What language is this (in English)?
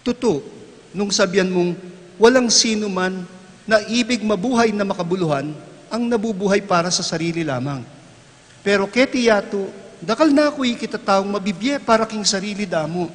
Pampanga